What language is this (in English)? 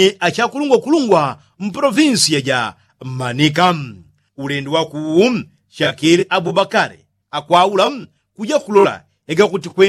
Yao